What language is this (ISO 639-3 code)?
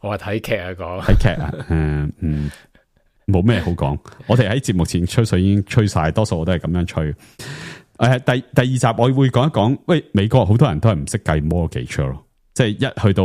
yue